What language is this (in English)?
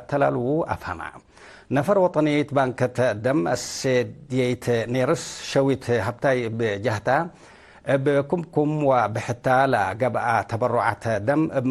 Tigre